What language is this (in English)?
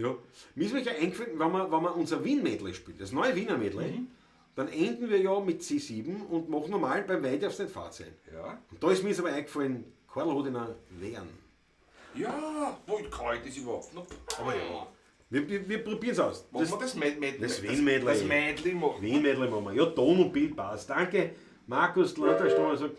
Bavarian